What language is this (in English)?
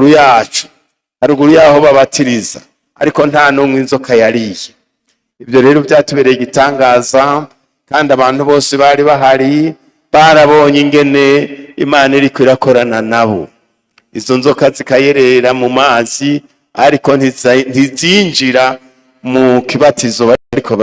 Rundi